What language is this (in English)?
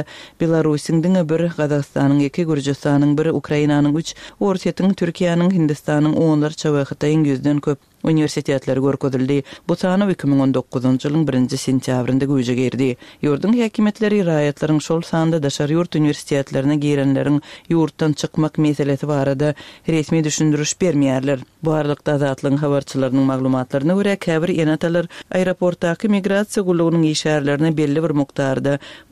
Turkmen